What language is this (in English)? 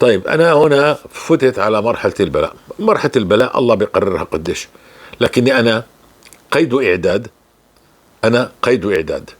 North Levantine Arabic